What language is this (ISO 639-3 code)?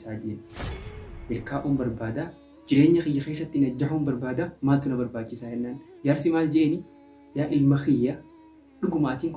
orm